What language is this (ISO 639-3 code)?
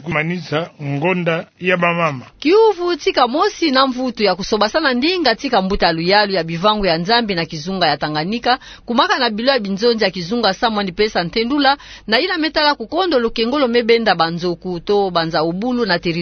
ktu